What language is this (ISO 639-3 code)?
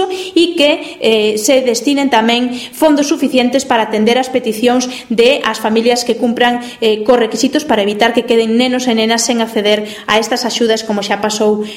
glg